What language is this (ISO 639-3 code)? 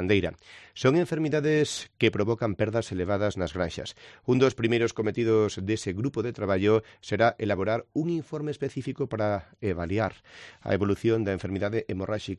glg